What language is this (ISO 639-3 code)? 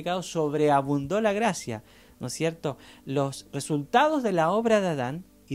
spa